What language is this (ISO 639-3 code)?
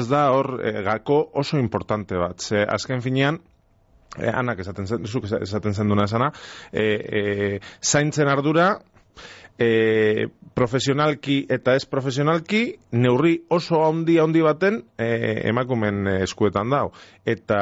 eus